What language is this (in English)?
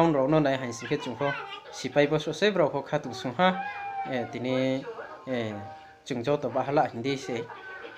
Riang (India)